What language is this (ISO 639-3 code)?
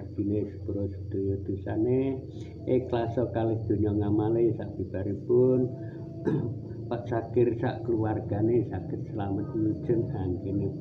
jav